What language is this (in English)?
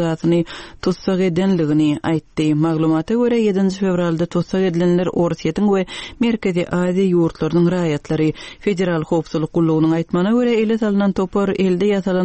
Turkmen